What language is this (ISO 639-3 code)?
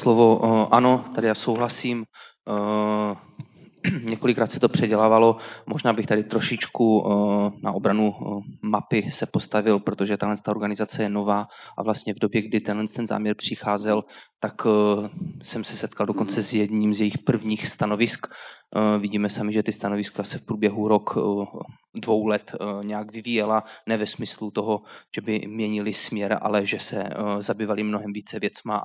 ces